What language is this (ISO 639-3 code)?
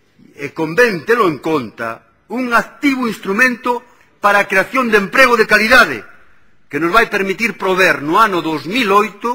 glg